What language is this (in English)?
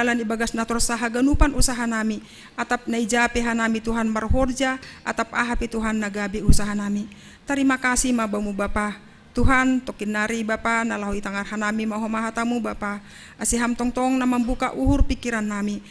Batak Simalungun